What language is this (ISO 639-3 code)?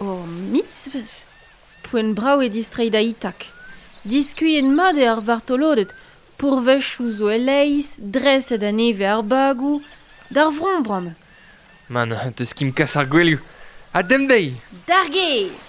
bre